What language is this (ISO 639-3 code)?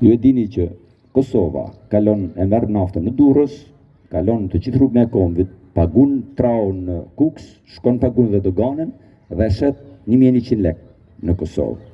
sqi